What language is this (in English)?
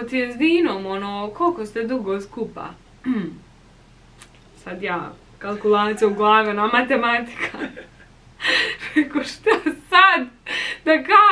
Bosnian